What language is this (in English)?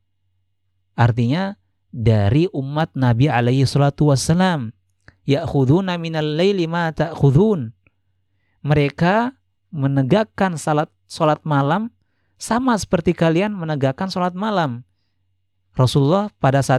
Indonesian